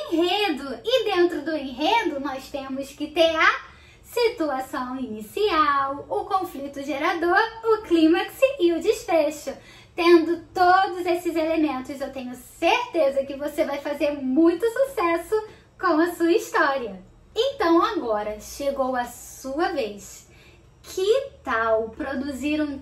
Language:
Portuguese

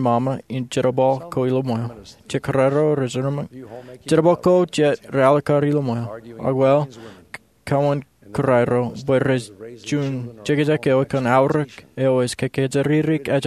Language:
Marshallese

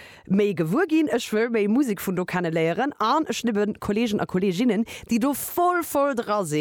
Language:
Luxembourgish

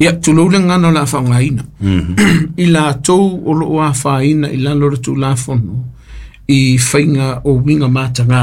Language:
Samoan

